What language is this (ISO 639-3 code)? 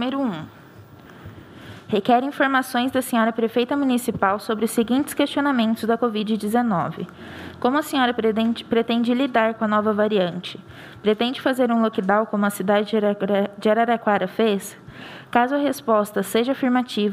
por